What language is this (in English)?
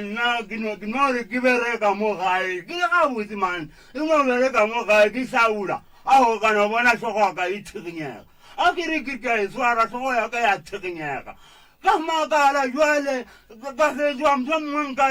Northern Sotho